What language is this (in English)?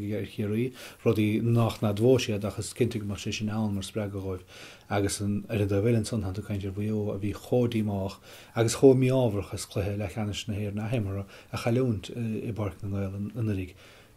Irish